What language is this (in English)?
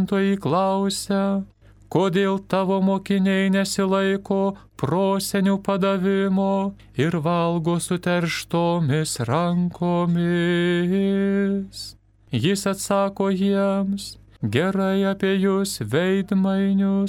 Lithuanian